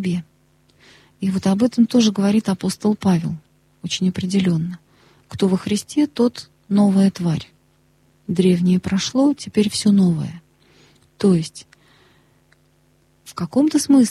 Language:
Russian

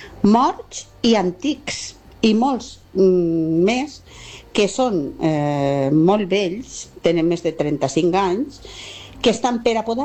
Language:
Catalan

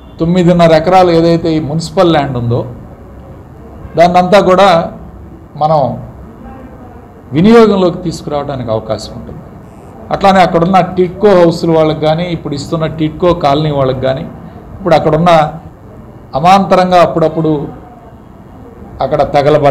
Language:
Telugu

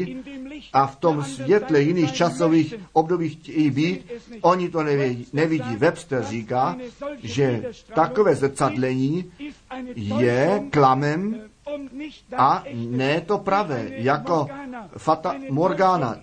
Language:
Czech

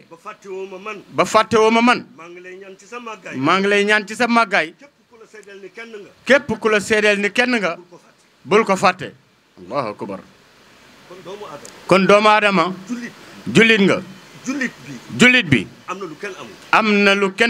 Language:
Wolof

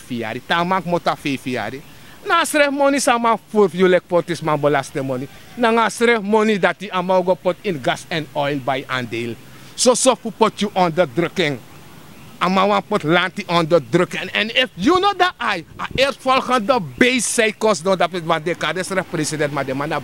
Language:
Sranan Tongo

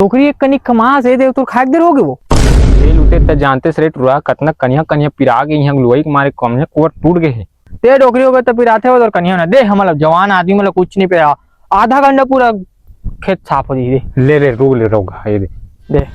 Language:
Chhattisgarhi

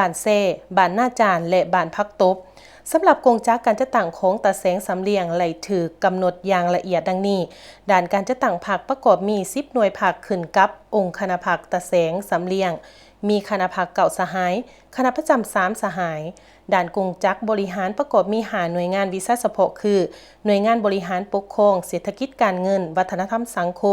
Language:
Lao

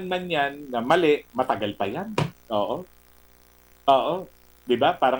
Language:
Filipino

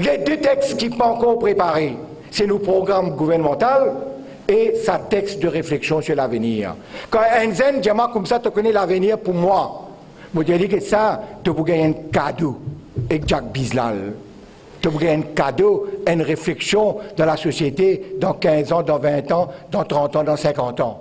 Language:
Morisyen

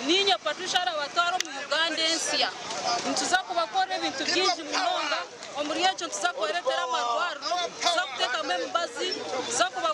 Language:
Nyankole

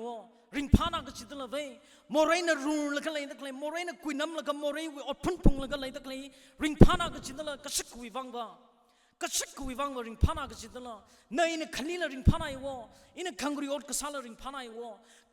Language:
Tangkhul Naga (India)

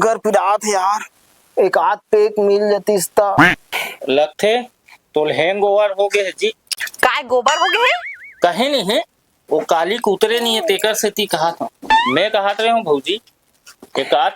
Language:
Chhattisgarhi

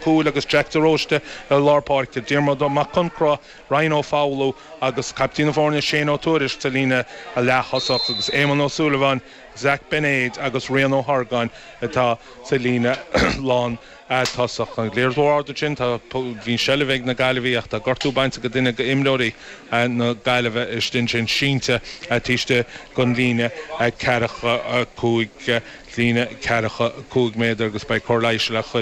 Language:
Irish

